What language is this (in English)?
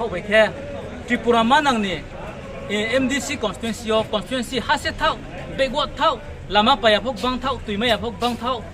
Riang (India)